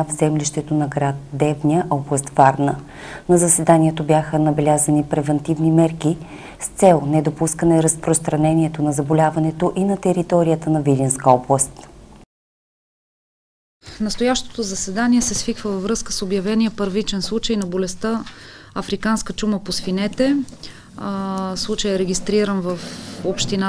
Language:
Bulgarian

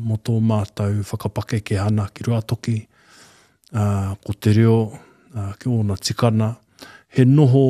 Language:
Māori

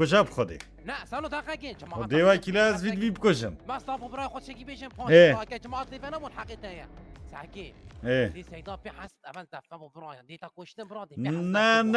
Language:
Kurdish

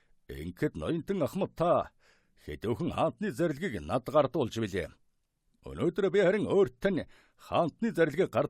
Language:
Mongolian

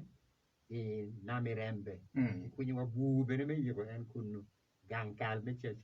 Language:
Acoli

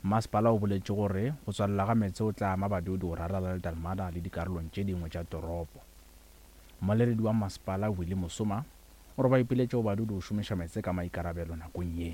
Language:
Northern Sotho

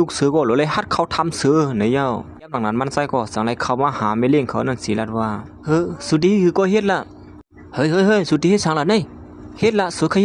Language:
Shan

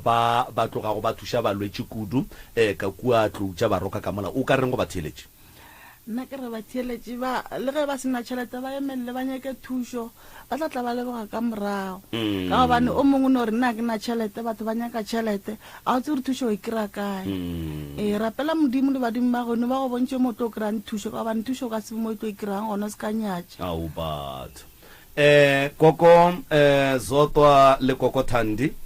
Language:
Northern Sotho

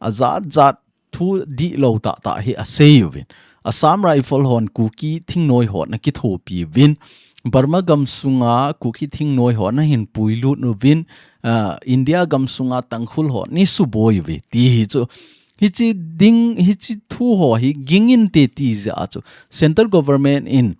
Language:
Thado Chin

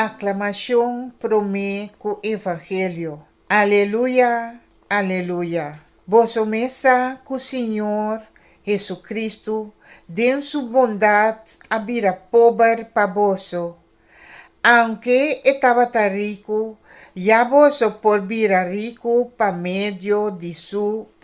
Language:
Papiamento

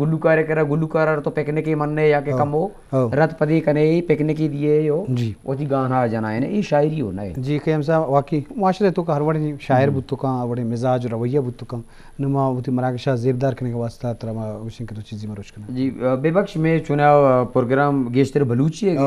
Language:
Eastern Balochi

